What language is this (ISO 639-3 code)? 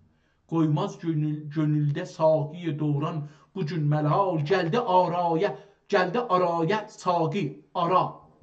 azb